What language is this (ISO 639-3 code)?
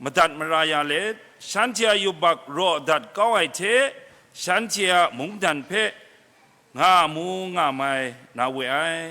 kac